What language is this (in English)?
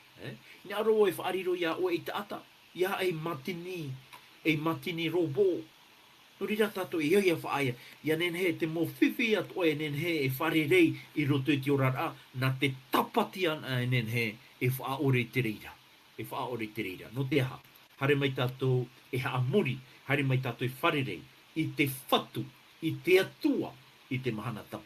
Tahitian